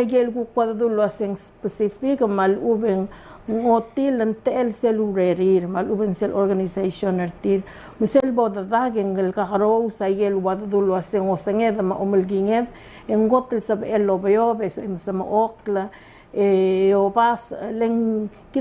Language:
Palauan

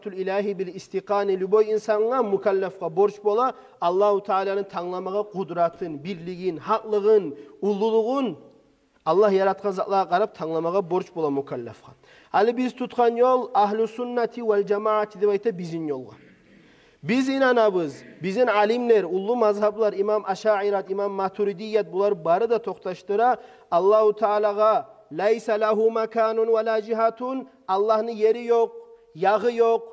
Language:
Kumyk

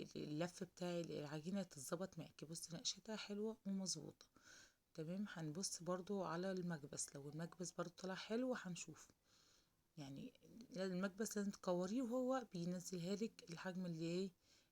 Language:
Egyptian Arabic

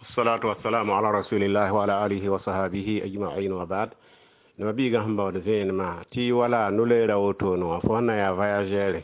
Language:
Mossi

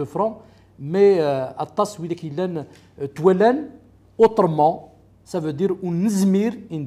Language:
Kabyle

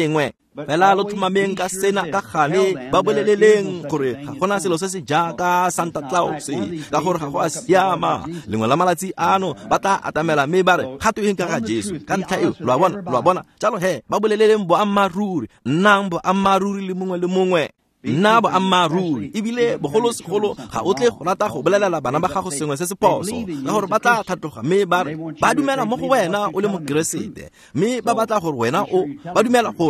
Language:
Tswana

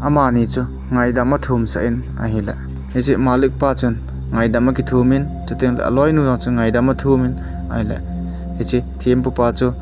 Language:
Thado Chin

